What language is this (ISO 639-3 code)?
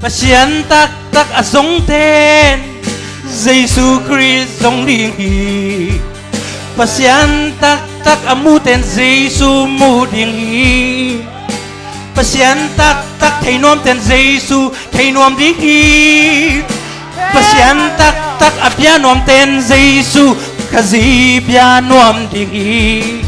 ctd